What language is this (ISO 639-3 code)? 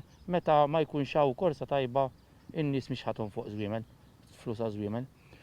mlt